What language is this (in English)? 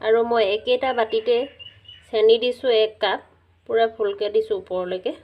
Assamese